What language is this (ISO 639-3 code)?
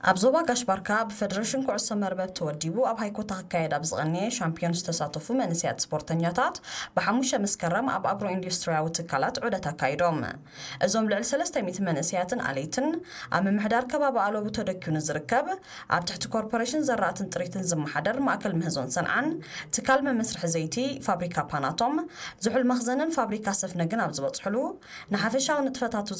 tir